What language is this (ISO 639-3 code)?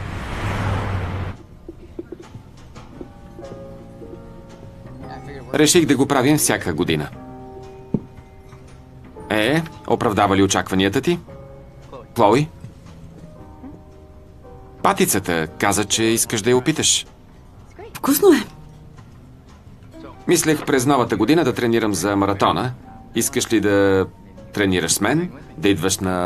bul